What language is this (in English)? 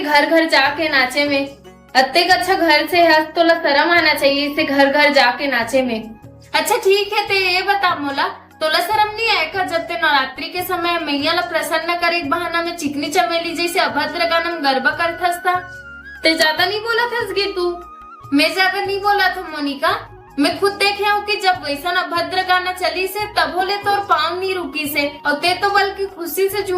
Chhattisgarhi